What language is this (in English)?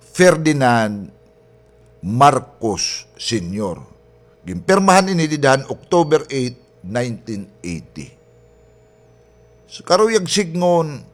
Waray